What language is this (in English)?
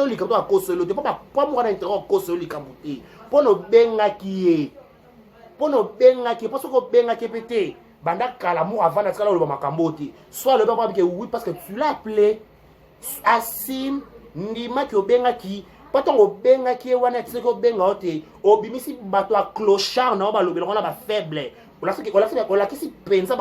Lingala